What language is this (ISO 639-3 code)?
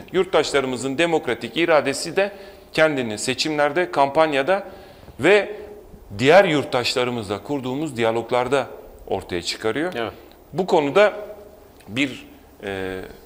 tur